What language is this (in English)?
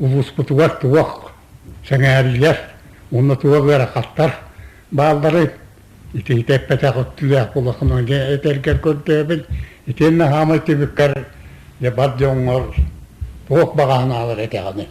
Yakut